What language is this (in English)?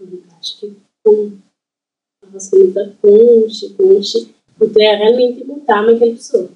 Kabuverdianu